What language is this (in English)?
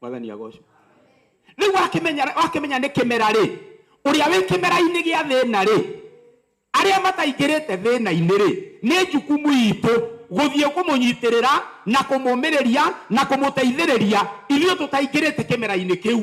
Kikuyu